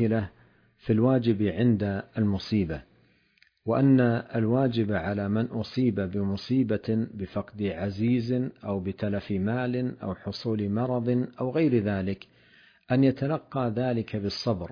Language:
Arabic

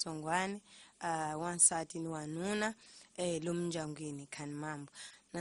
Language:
Tsonga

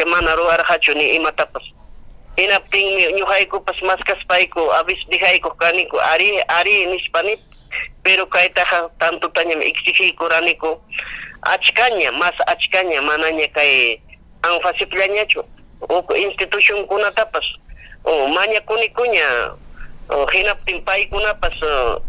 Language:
Ayacucho Quechua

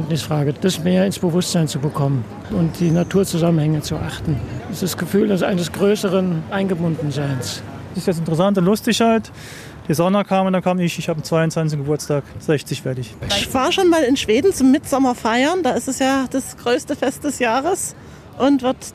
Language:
German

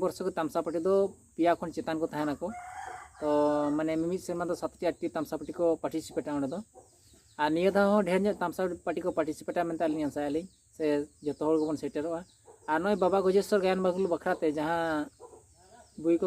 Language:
Santali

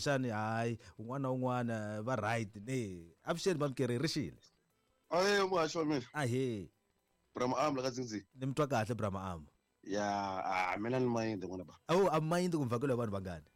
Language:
Tsonga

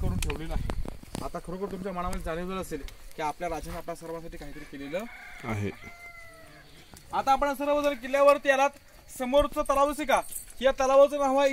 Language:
Marathi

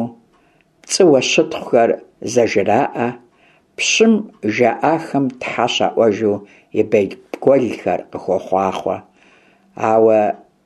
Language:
Kabardian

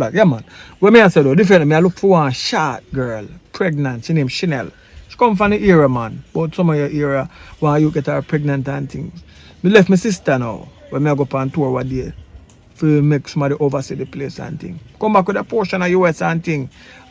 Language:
Jamaican Creole English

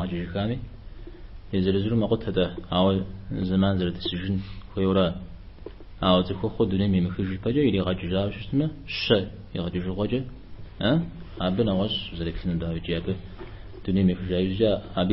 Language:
Kabardian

